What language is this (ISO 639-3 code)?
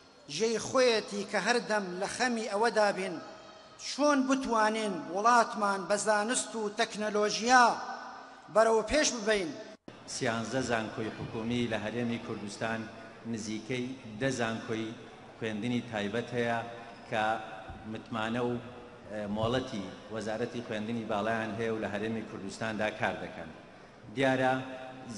ckb